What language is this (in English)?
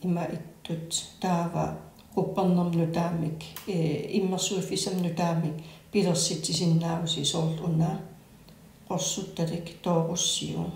Kalaallisut